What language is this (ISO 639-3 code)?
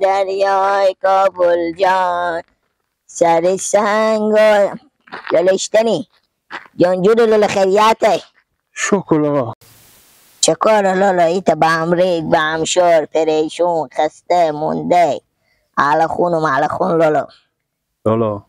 haz